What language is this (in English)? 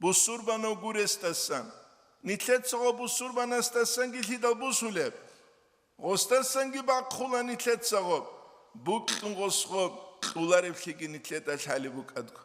Avaric